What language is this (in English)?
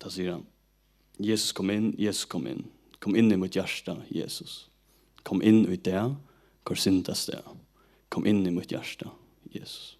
Faroese